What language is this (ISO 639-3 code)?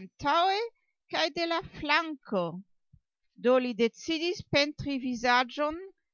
epo